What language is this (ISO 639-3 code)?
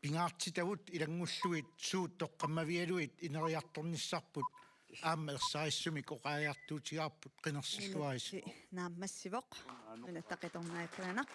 kal